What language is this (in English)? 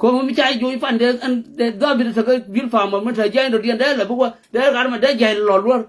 Nuer